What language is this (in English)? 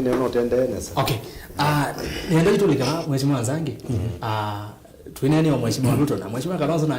Kamba